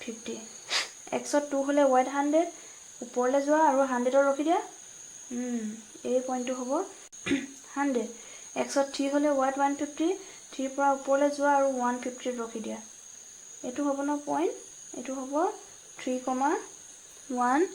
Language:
Assamese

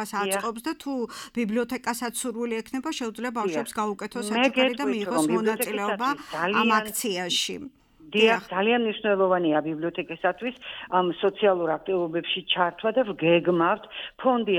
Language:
Georgian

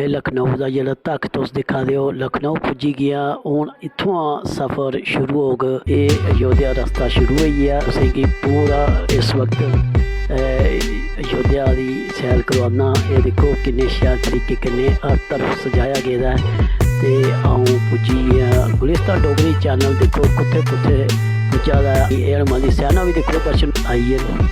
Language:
Dogri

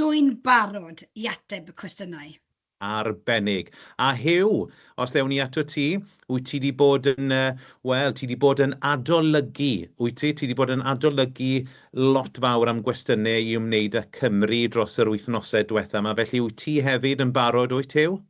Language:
Welsh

